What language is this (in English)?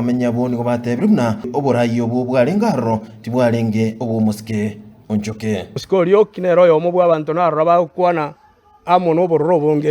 Gusii